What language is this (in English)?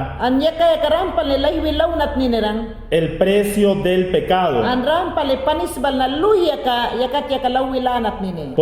Mayangna